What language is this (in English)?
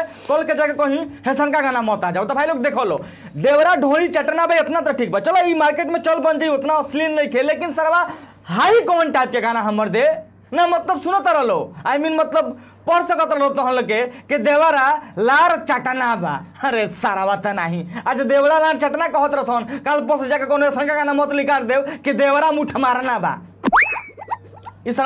Bhojpuri